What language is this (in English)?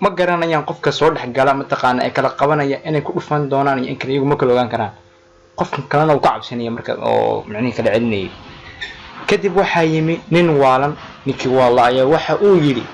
Somali